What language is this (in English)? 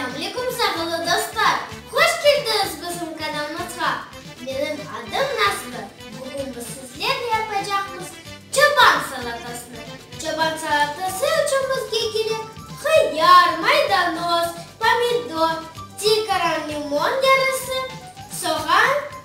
Crimean Tatar